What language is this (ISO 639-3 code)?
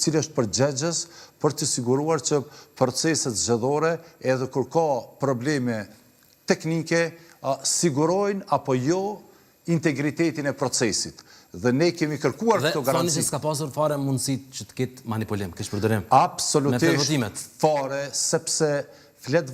sqi